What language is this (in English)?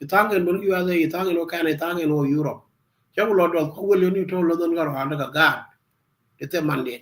Nuer